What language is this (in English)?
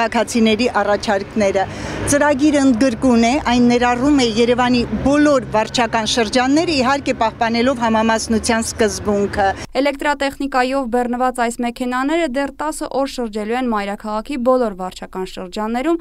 Armenian